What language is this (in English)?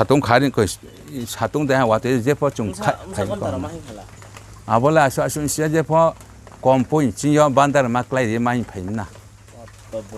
Riang (India)